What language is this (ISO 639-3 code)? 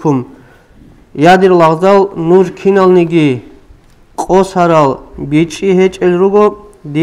ava